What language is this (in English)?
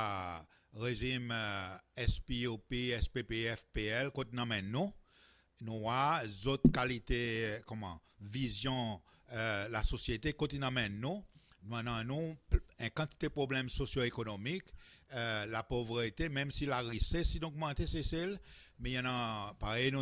Seselwa Creole French